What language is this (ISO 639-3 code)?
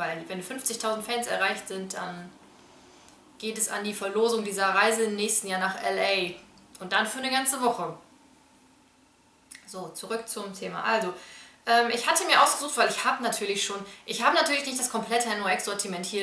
deu